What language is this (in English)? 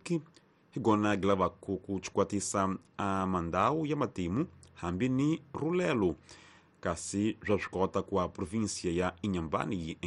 Tsonga